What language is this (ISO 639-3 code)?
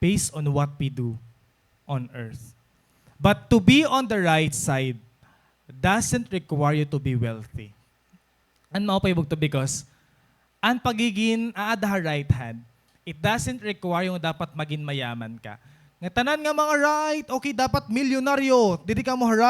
war